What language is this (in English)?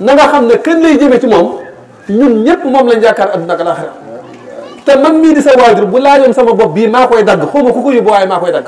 Wolof